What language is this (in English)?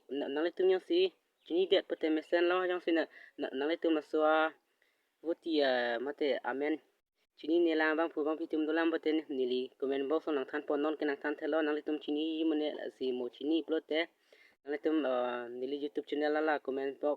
Karbi